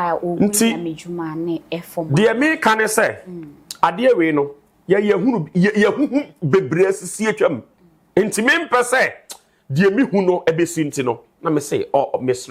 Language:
Akan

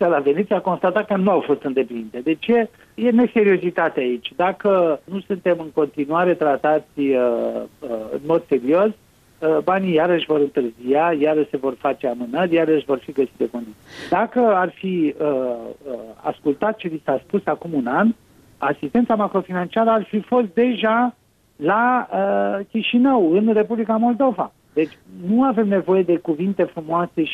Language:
Romanian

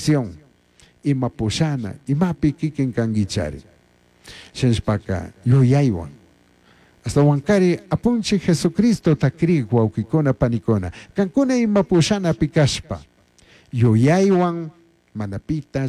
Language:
Chimborazo Highland Quichua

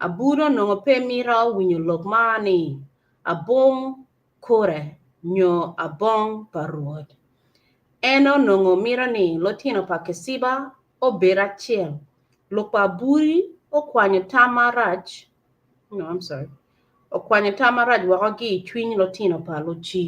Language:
Acoli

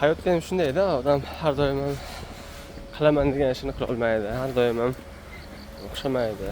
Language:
Uzbek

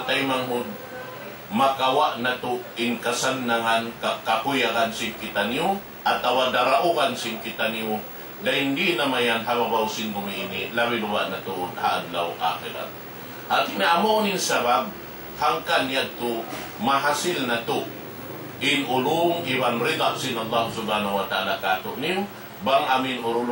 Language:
Tausug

